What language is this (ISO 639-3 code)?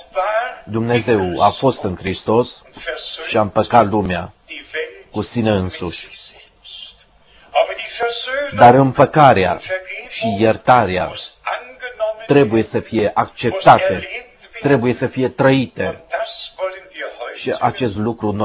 ron